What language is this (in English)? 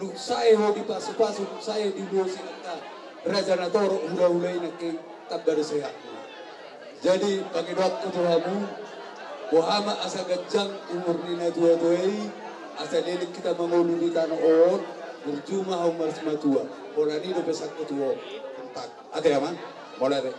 Batak Toba